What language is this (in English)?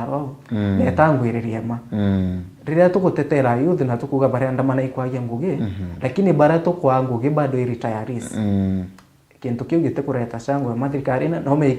Meru